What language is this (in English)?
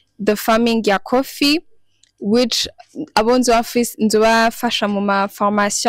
Rundi